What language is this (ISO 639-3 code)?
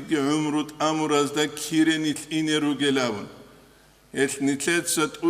ava